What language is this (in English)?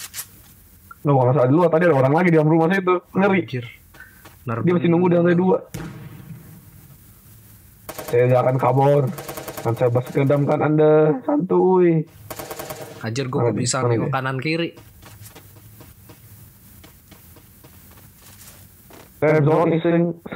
Indonesian